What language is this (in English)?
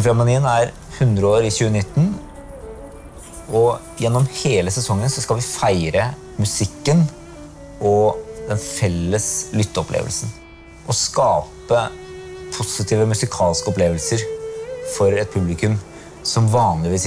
Norwegian